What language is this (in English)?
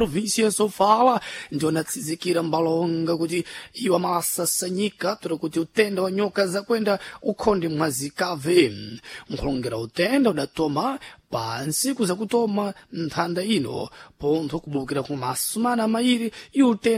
Sena